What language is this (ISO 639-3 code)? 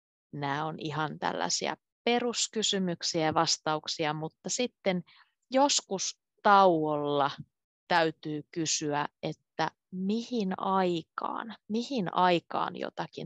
fin